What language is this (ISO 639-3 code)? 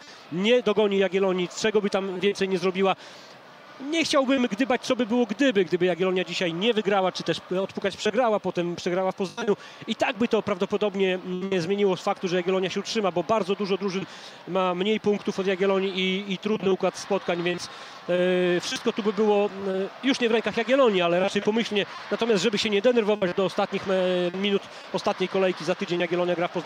pol